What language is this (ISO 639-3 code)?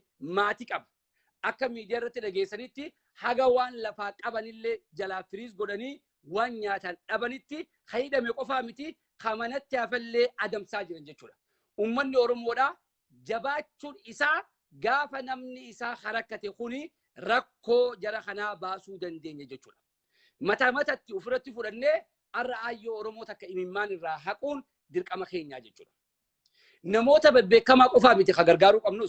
orm